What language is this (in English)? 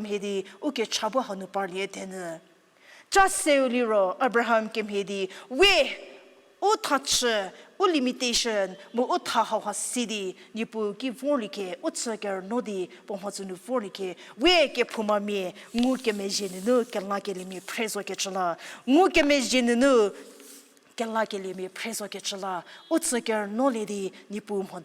Angami Naga